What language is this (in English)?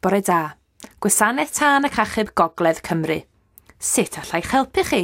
Welsh